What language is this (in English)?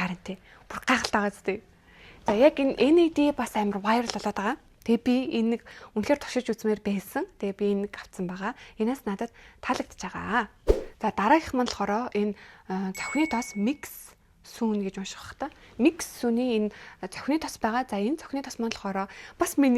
Mongolian